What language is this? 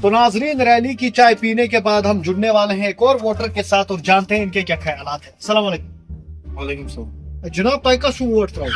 Kashmiri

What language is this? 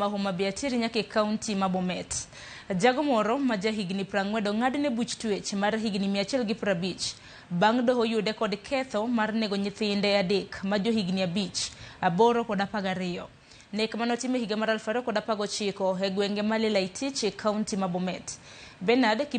Luo (Kenya and Tanzania)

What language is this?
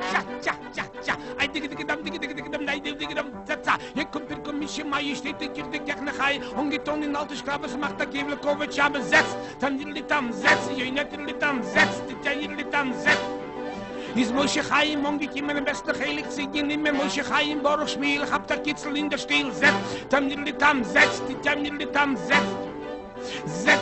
Yiddish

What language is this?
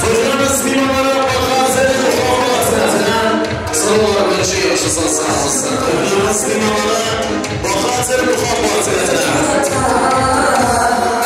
Kara-Kalpak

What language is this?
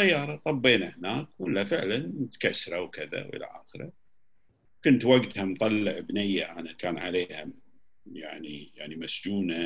Gulf Arabic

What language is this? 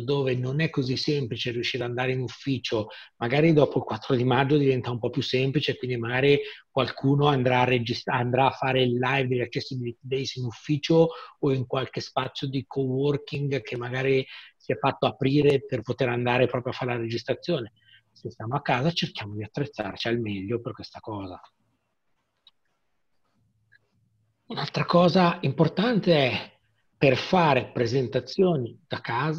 Italian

